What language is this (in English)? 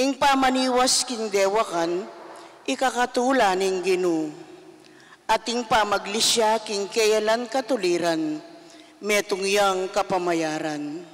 Pampanga